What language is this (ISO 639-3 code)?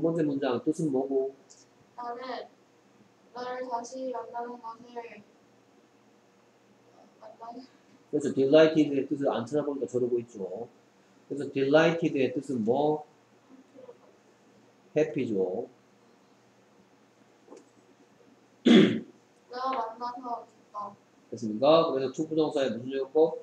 kor